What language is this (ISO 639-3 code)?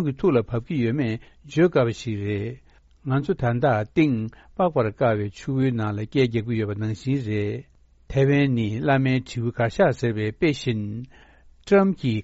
bod